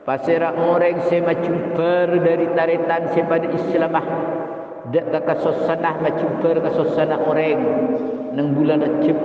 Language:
Madurese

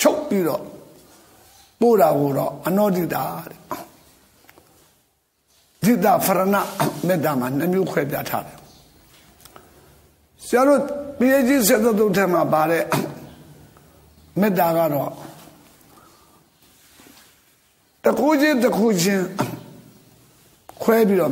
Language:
Burmese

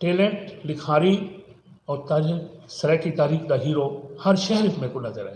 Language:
Saraiki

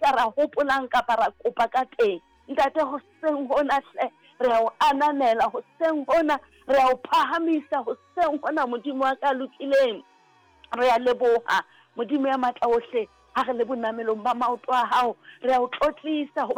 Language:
Southern Sotho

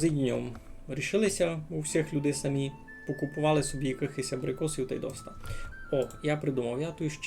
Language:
Rusyn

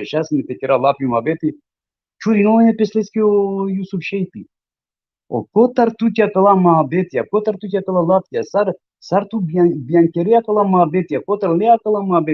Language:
Balkan Romani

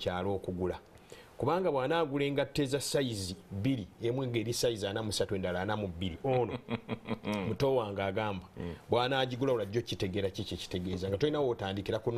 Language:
Ganda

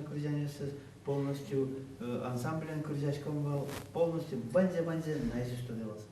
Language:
Udmurt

